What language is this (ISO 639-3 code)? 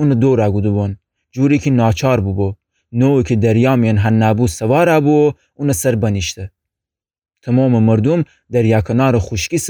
glk